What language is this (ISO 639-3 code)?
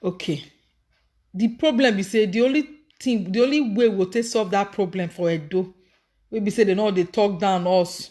pcm